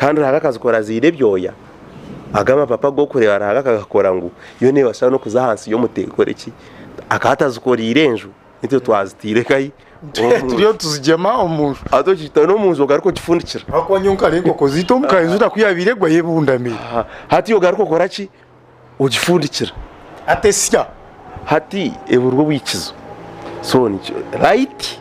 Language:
Nyankole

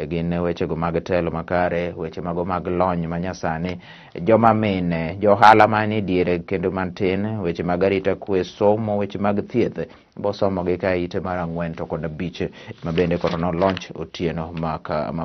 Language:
Luo (Kenya and Tanzania)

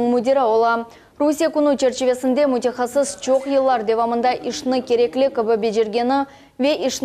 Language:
Crimean Tatar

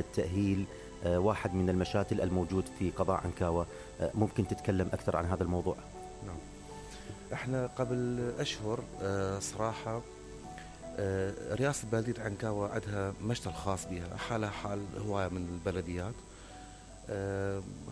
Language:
Mesopotamian Arabic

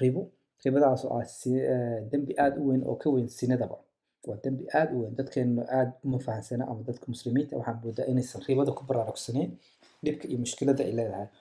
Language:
Somali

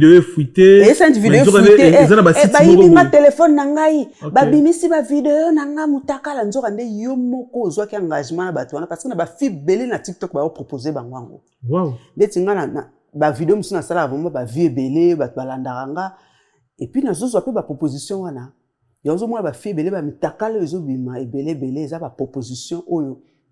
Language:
Lingala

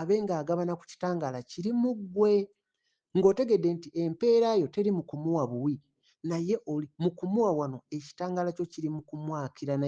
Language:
Ganda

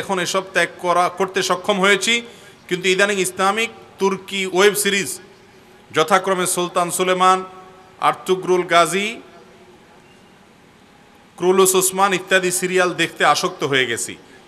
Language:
Bangla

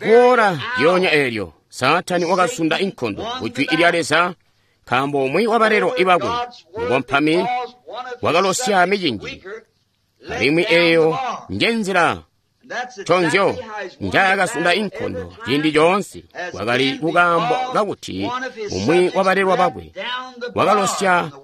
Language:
Tonga (Zambia)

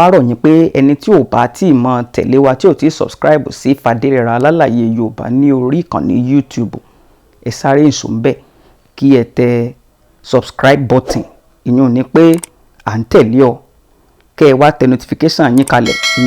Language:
Yoruba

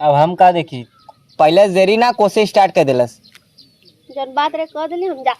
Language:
Awadhi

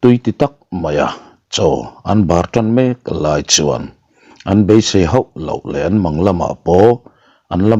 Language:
Mizo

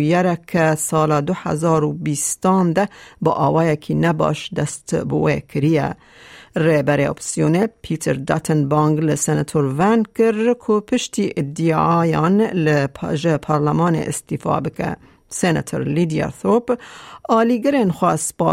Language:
Kurdish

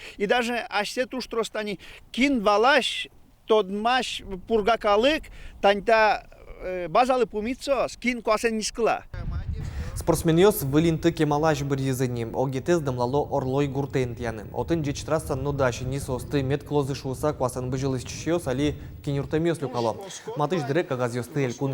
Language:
Udmurt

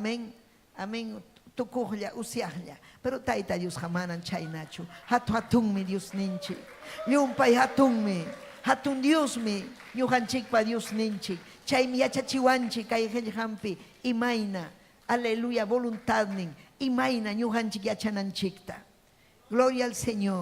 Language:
Ayacucho Quechua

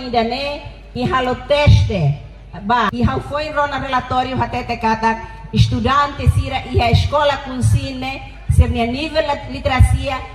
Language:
Tetum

